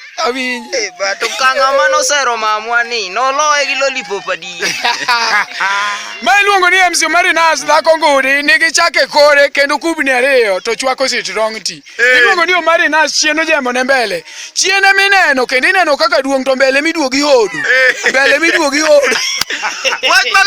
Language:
Luo (Kenya and Tanzania)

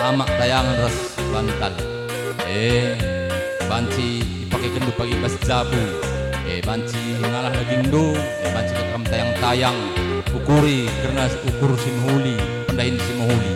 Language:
Batak Karo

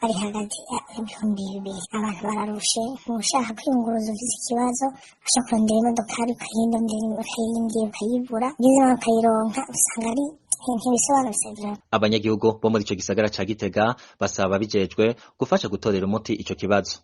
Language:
Rundi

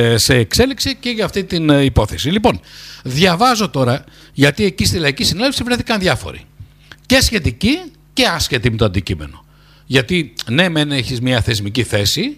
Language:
Greek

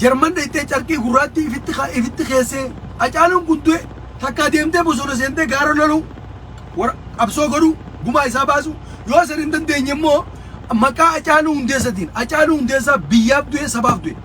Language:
Oromo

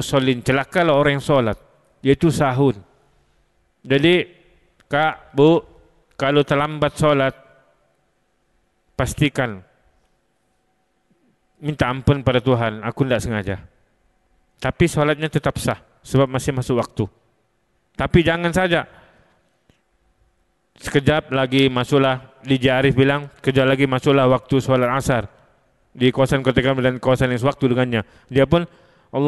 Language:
Malay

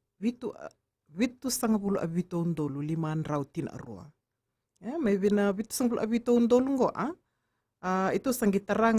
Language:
Fijian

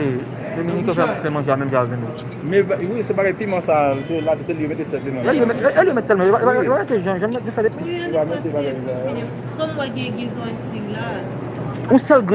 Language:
Haitian Creole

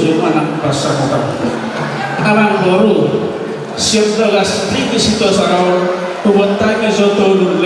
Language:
Batak Toba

